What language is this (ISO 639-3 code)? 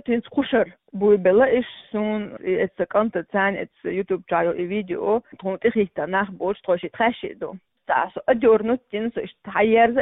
che